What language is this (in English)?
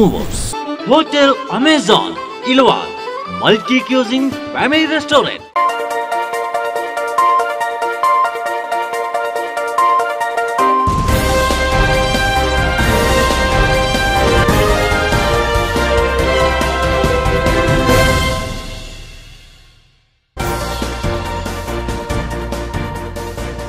Kannada